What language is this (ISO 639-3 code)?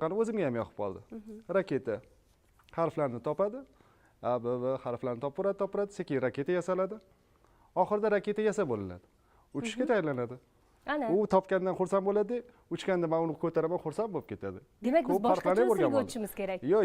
uzb